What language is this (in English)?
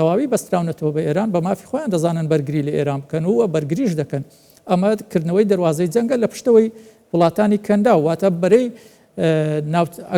Central Kurdish